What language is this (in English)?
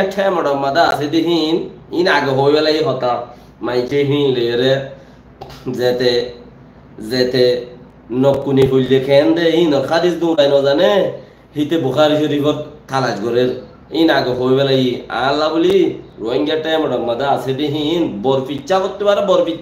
Rohingya